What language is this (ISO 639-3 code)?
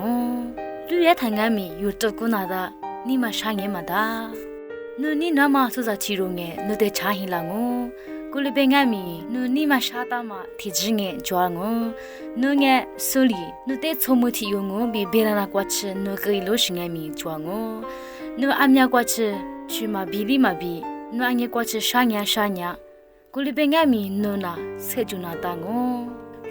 lis